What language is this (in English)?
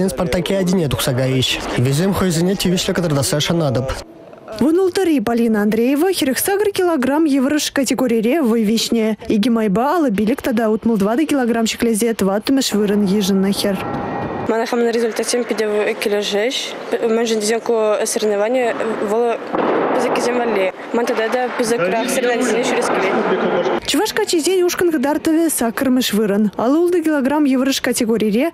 Chuvash